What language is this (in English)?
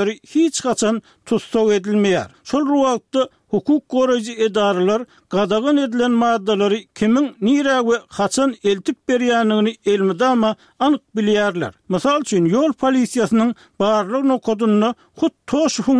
Turkmen